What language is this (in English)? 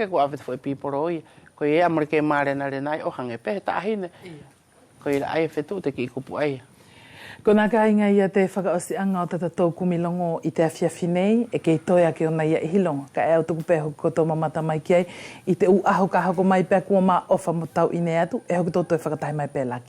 Wallisian